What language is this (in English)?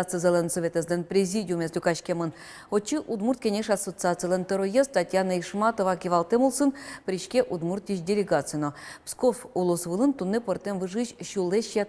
Udmurt